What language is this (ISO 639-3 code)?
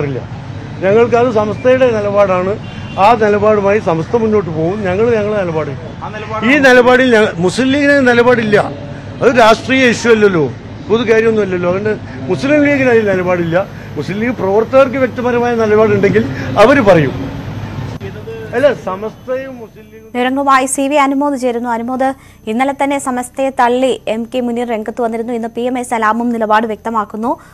mal